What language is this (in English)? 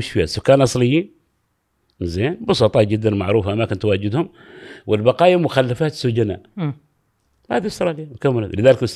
Gulf Arabic